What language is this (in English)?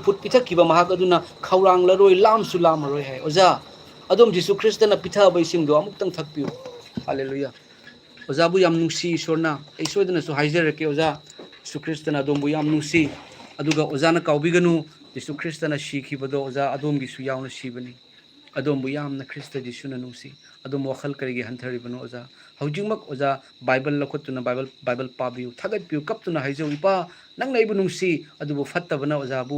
Manipuri